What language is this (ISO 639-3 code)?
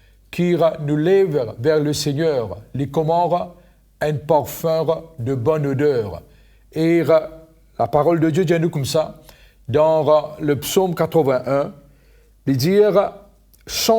mfe